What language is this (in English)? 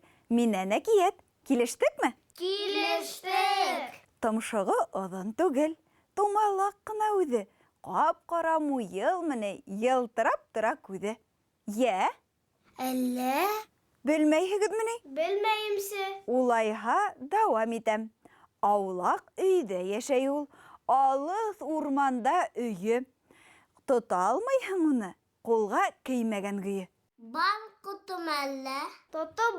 Bashkir